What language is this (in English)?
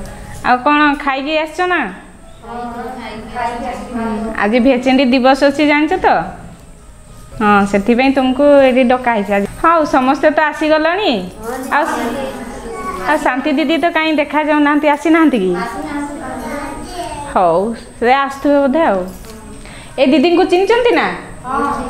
Odia